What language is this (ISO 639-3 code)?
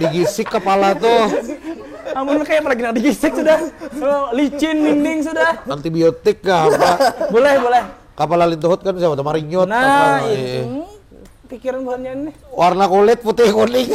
bjn